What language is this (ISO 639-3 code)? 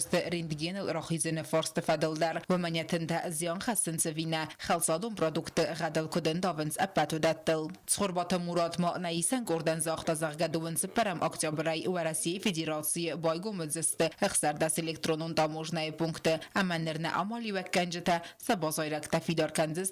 oss